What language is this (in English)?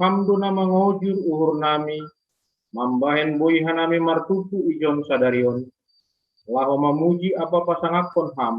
Batak Simalungun